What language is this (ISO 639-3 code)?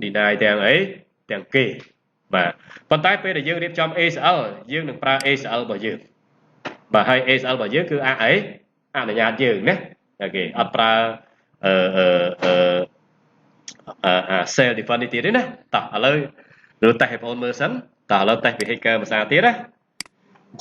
khm